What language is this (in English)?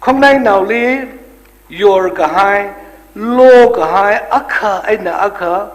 Tangkhul Naga (India)